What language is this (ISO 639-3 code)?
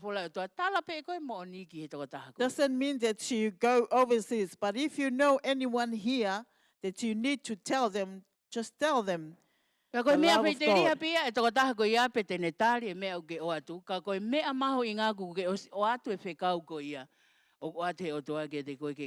ton